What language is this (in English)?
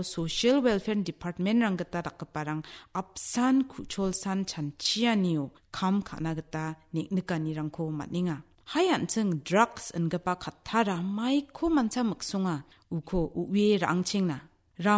Garo